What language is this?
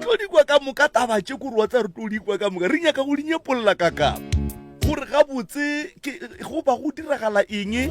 Northern Sotho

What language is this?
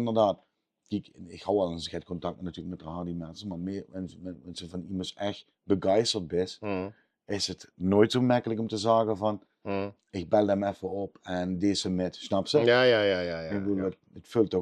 Limburgish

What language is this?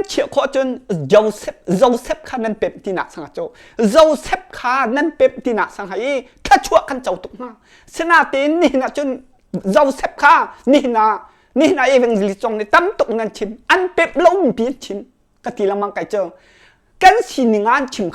Hakha Chin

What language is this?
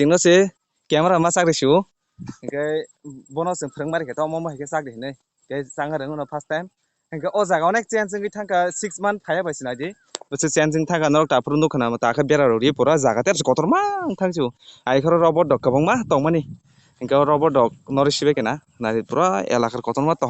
Kok Borok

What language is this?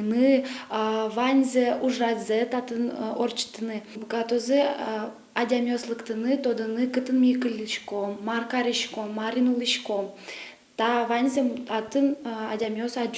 Udmurt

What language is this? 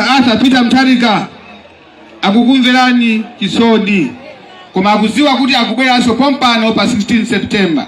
Nyanja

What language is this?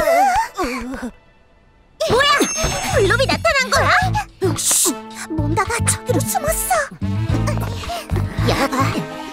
Korean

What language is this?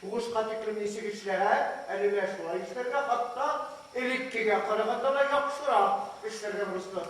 Bashkir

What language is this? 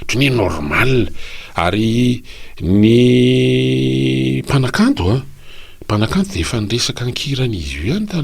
Malagasy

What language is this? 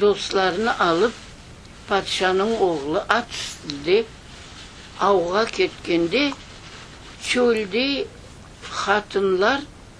Crimean Tatar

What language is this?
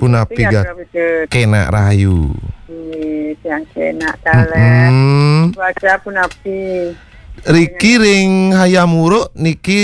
Balinese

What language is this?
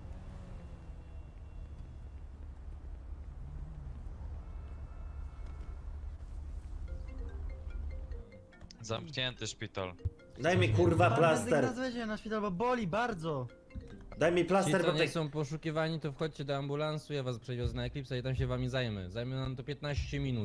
Polish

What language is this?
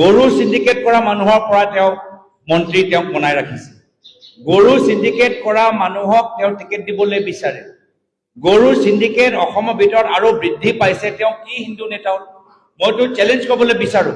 Assamese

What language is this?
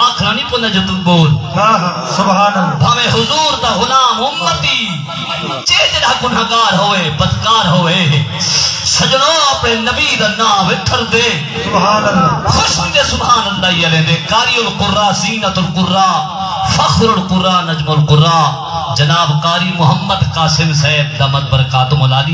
Saraiki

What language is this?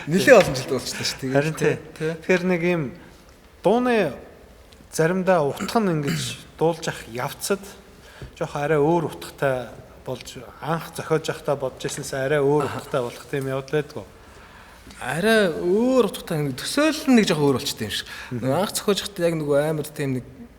Mongolian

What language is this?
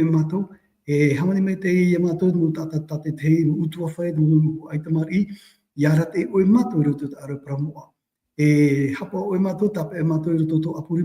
Tahitian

